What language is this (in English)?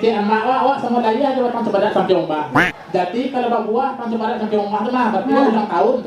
Minangkabau